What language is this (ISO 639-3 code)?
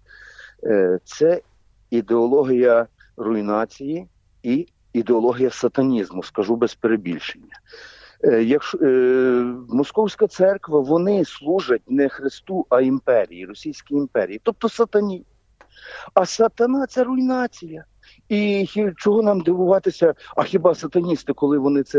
ukr